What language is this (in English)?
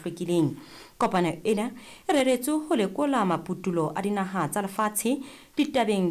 Southern Sotho